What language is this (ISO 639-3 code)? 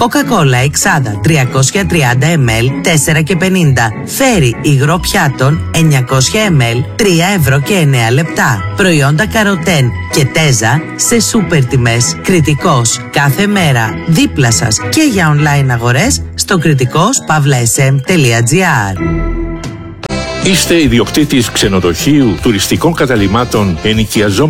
ell